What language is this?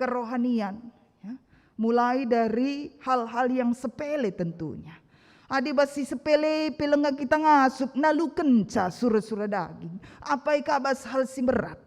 Batak Karo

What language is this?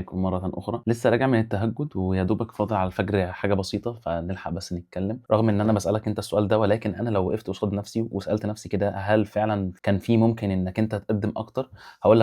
Egyptian Arabic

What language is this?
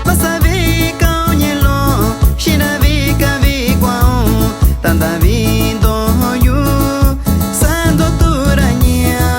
Metlatónoc Mixtec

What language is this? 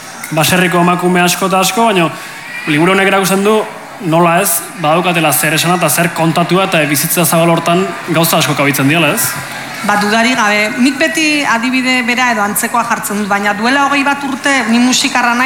Basque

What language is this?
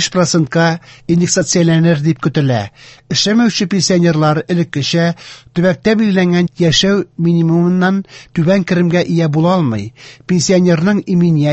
Tatar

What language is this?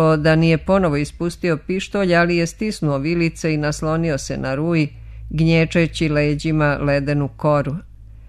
Serbian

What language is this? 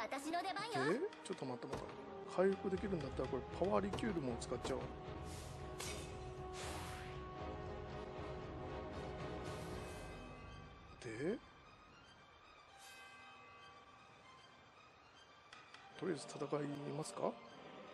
Japanese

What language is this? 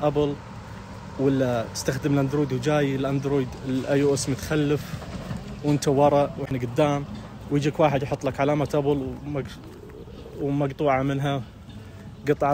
Najdi Arabic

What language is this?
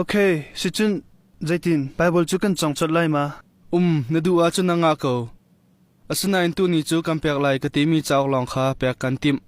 Hakha Chin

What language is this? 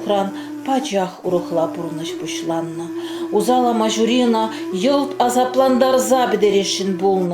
Chuvash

